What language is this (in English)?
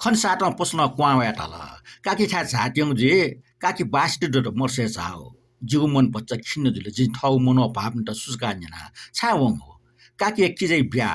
Newari